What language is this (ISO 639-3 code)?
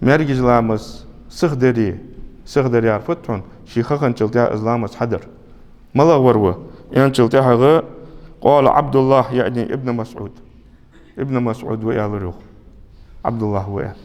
inh